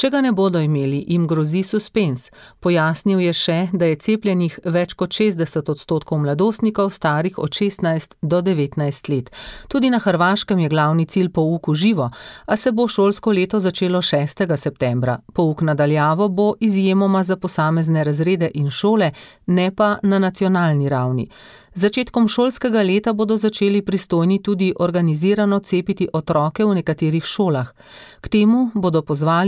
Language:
Slovenian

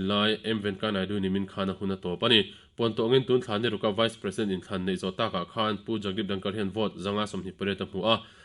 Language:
Mizo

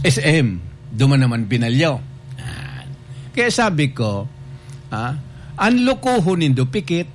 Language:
Bikol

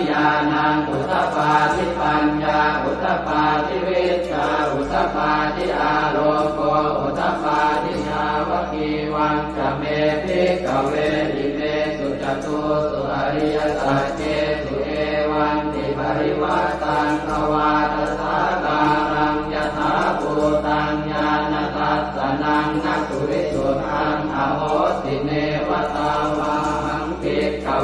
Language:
Pali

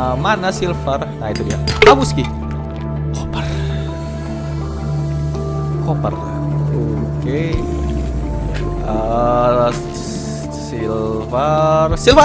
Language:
Indonesian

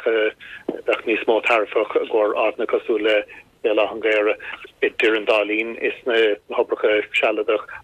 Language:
Irish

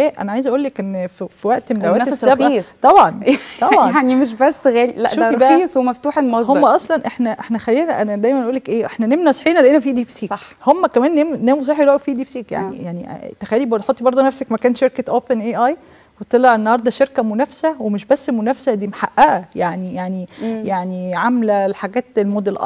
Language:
Egyptian Arabic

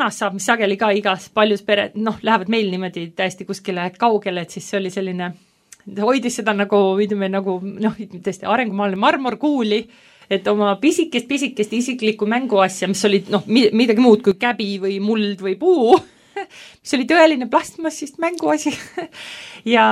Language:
Estonian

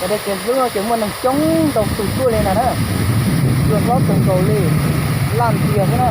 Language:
Hmong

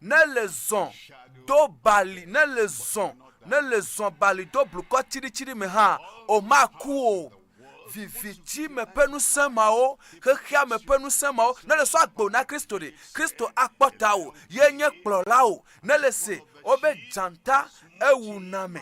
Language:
Ewe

